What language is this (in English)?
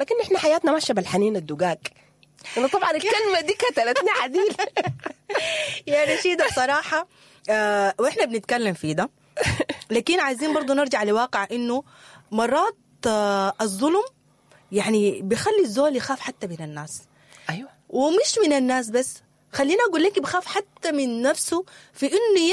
Sudanese Arabic